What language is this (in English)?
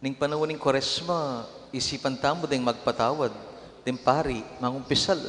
Pampanga